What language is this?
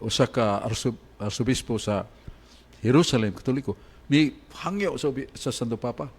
Cebuano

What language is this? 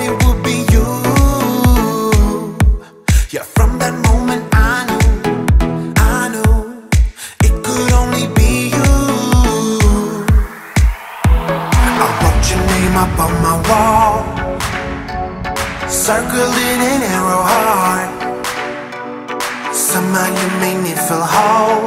English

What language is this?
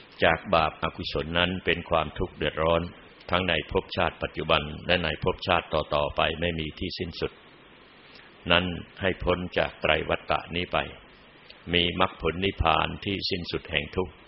Thai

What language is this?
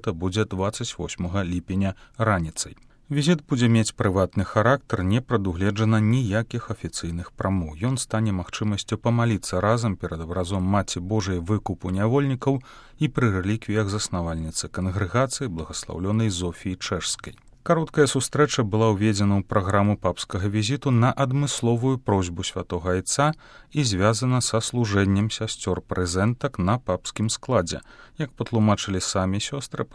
Belarusian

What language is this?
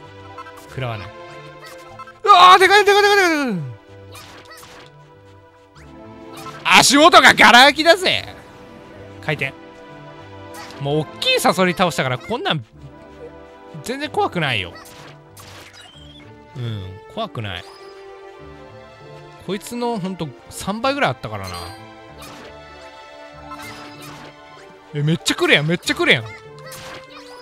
Japanese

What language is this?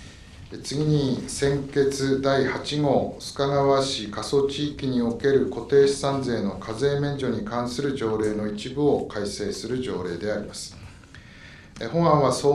Japanese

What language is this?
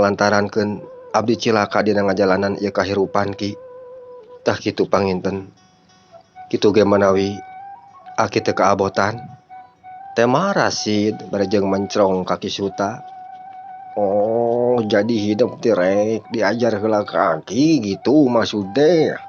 Sundanese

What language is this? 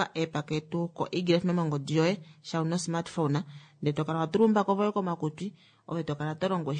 Kuanyama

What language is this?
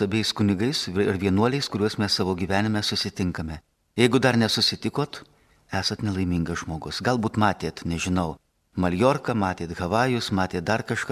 Lithuanian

